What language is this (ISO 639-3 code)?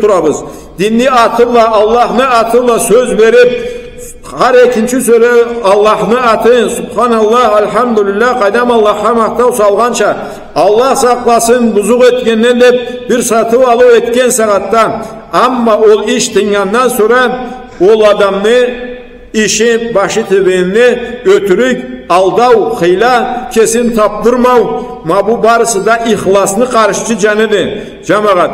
krc